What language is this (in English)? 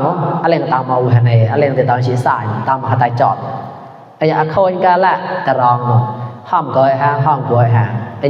Mon